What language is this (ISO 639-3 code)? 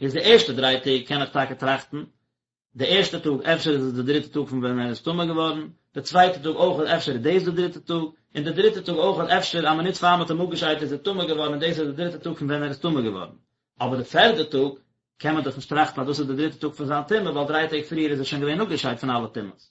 yid